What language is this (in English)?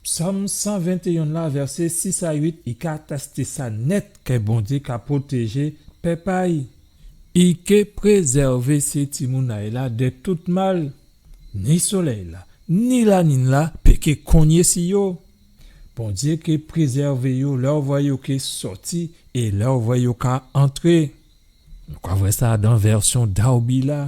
Guadeloupean Creole French